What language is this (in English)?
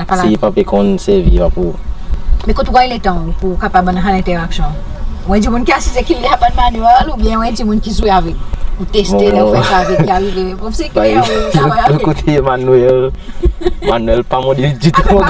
Seselwa Creole French